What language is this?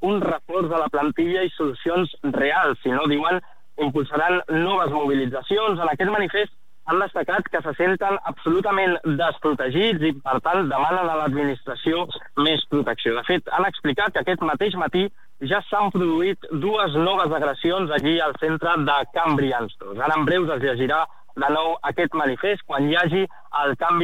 Catalan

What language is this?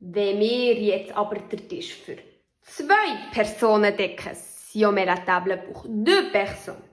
Swiss German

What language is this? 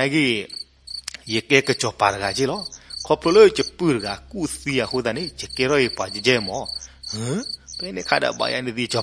S'gaw Karen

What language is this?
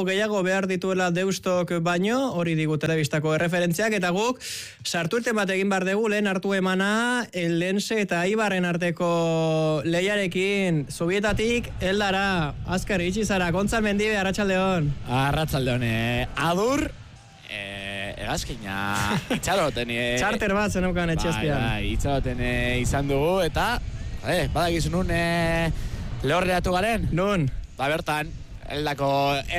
Basque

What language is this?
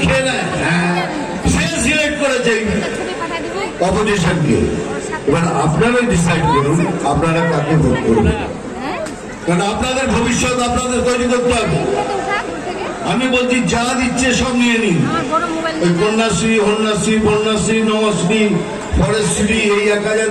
Bangla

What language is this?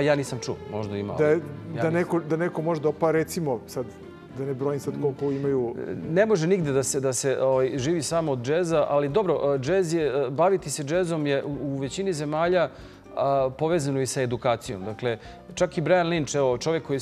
Serbian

